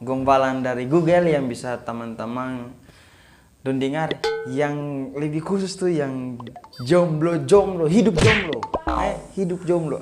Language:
Ambonese Malay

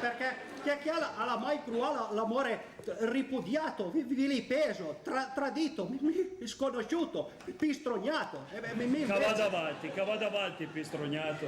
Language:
Piedmontese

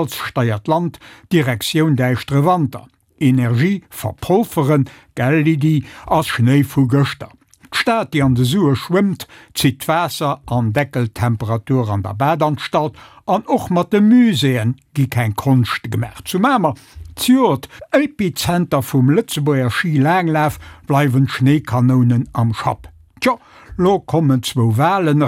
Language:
Luxembourgish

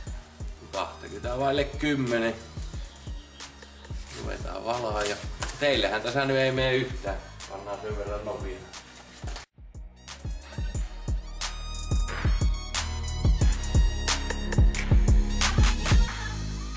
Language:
Finnish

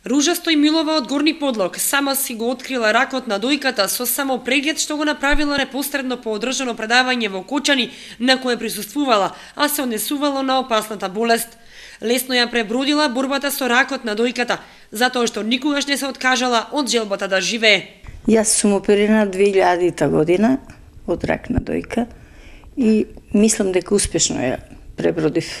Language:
Macedonian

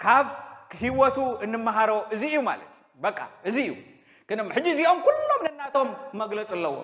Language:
Tigrinya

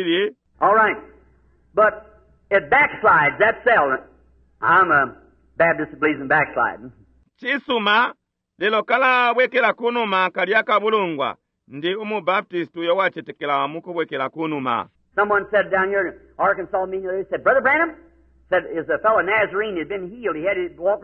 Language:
Bemba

